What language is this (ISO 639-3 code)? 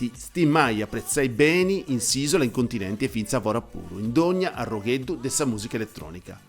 srd